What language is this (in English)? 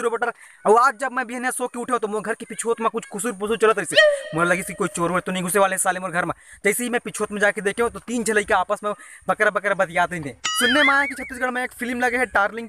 Chhattisgarhi